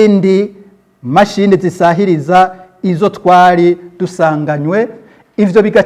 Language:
Rundi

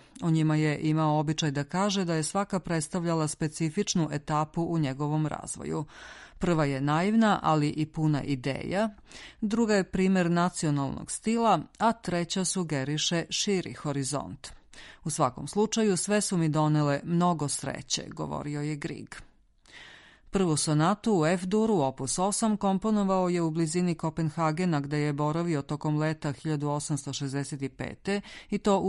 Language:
Serbian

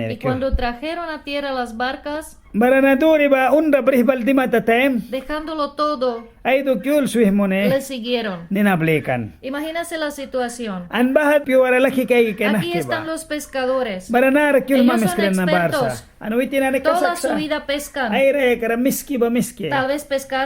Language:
Mískito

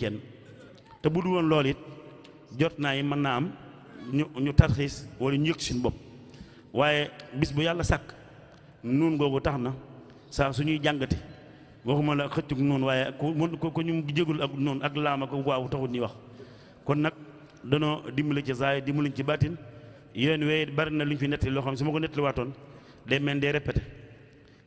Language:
Wolof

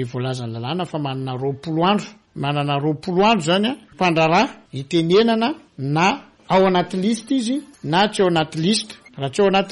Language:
Malagasy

